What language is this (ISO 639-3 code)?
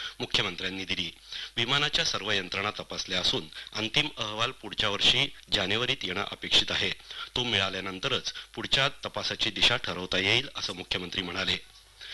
mar